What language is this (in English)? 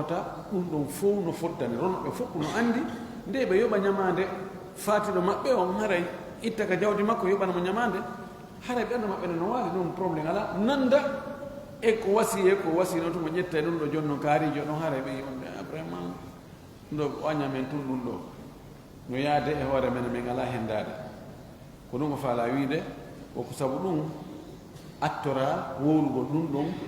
Fula